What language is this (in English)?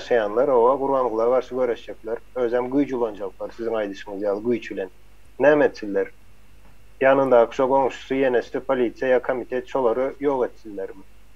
Turkmen